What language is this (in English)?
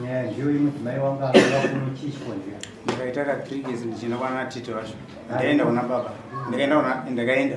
Shona